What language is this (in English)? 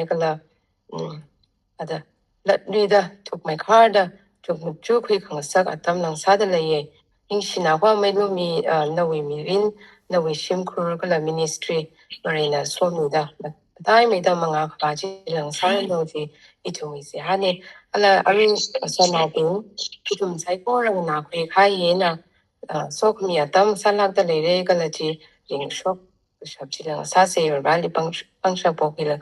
Tangkhul Naga (India)